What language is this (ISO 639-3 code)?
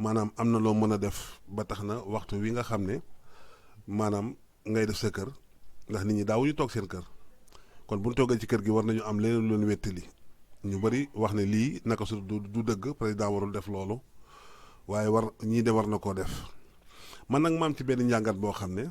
wol